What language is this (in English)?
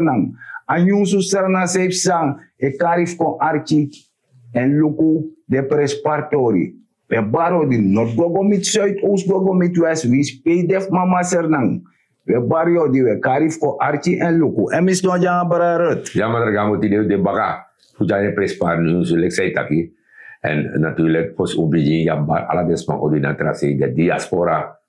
Sranan Tongo